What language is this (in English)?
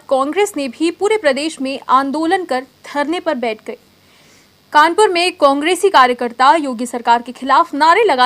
Hindi